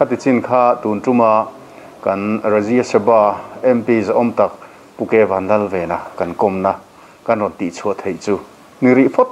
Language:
Mizo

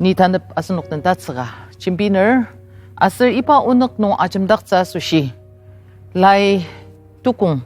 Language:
Ao Naga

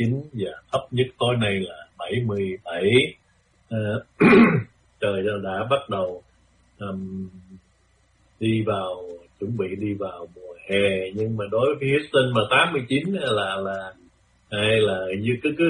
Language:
Vietnamese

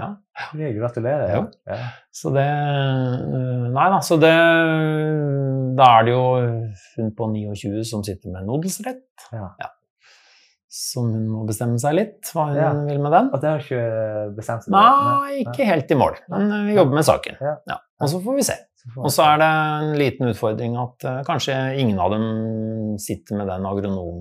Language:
Norwegian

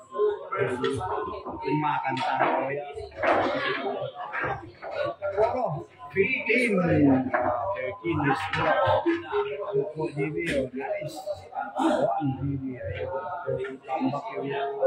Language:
Filipino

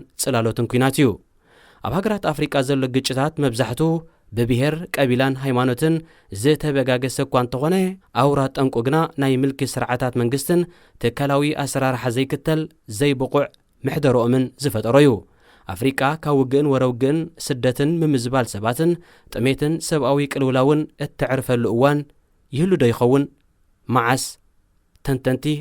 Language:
Tigrinya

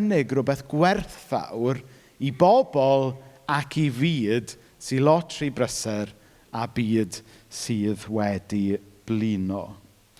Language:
Welsh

